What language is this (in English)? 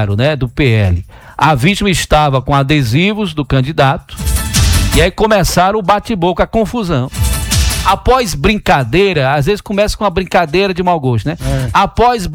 Portuguese